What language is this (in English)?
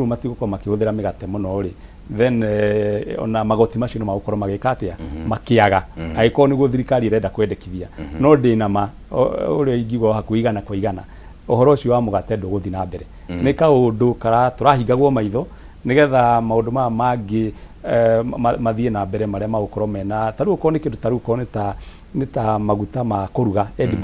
Kikuyu